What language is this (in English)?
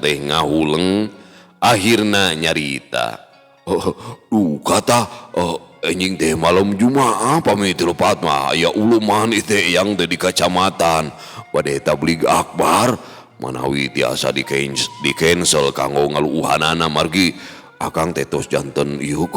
Sundanese